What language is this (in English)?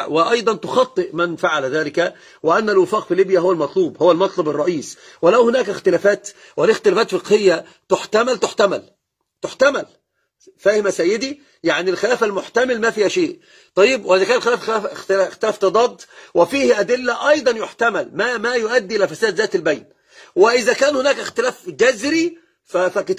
Arabic